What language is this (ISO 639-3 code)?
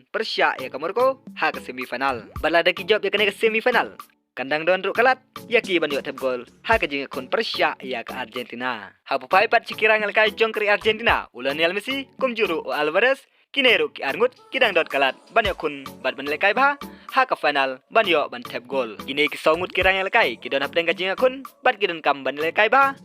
kha